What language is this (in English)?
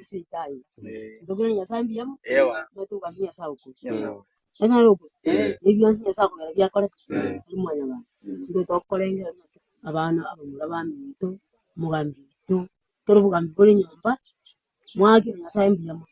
Gusii